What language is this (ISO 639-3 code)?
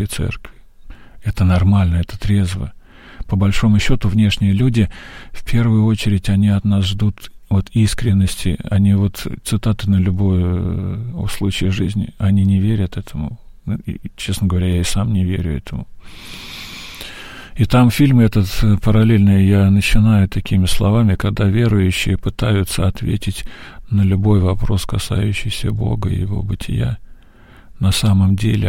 rus